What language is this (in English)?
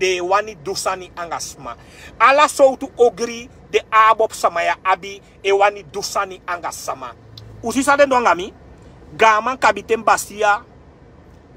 Sranan Tongo